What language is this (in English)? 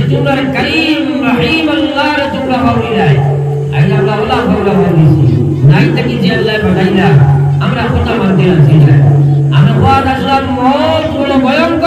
Sylheti